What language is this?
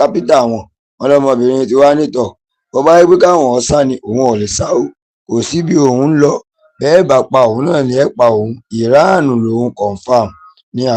Yoruba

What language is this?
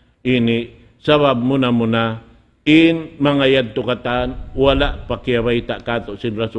Tausug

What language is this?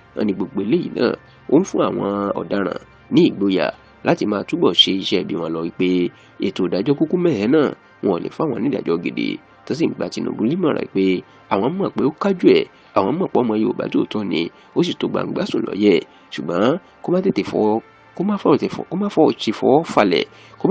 Yoruba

